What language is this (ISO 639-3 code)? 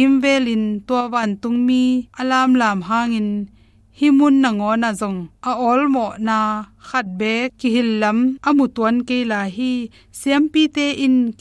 ctd